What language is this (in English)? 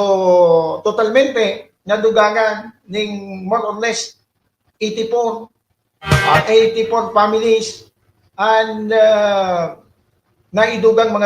Bikol